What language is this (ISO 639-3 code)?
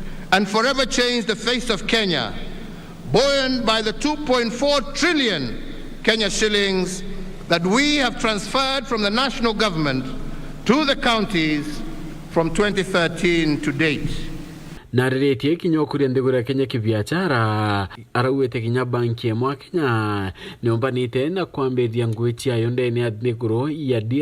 mer